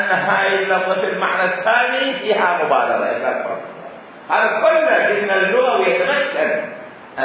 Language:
Mesopotamian Arabic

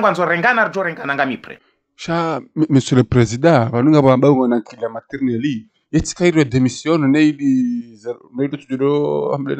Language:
Ngazidja Comorian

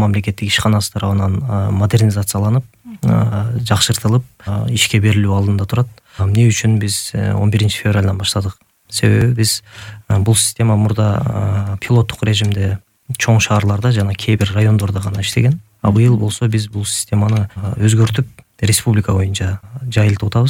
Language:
Kyrgyz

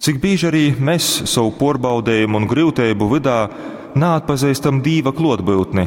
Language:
Latgalian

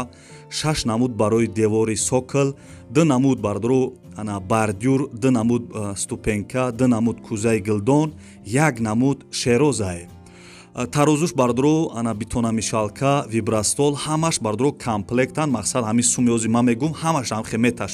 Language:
Tajik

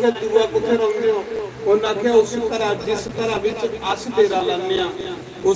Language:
Dogri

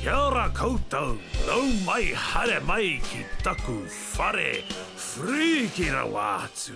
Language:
Māori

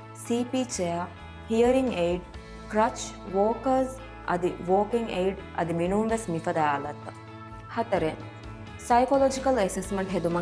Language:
Divehi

